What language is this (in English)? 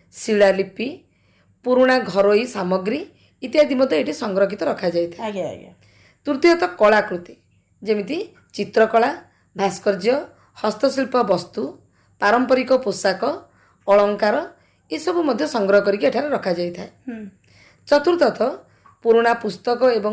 Odia